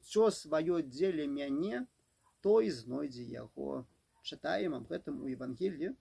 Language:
Belarusian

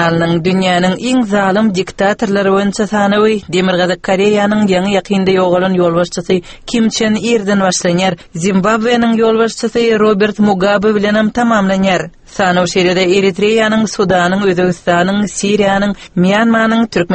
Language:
Turkmen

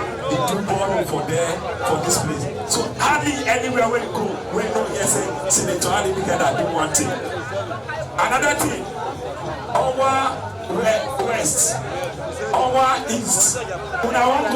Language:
Nigerian Pidgin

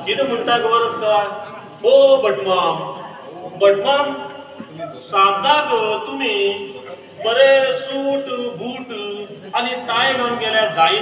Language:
Konkani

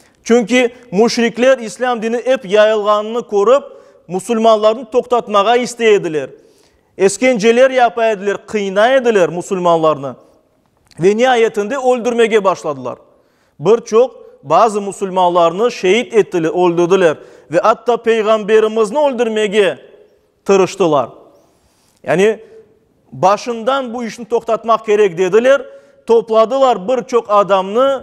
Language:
Crimean Tatar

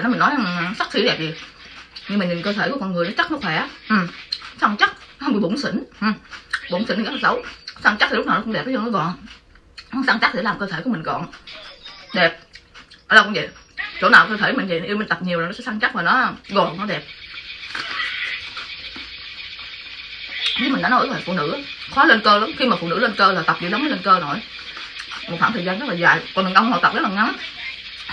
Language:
Vietnamese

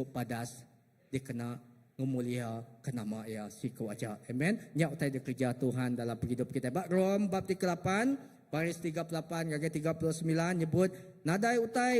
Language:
Iban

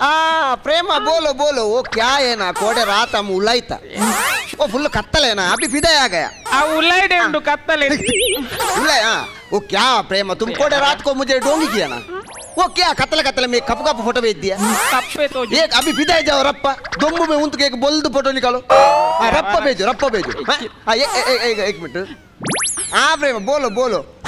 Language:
Tulu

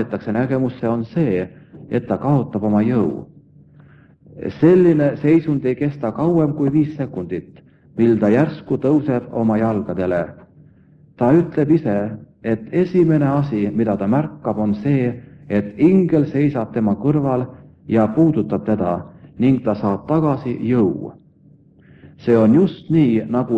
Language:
Estonian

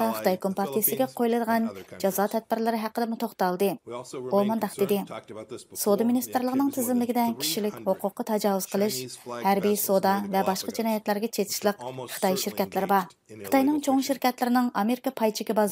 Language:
Uyghur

